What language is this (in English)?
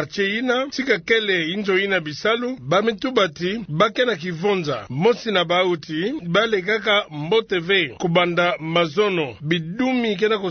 Kituba (Democratic Republic of Congo)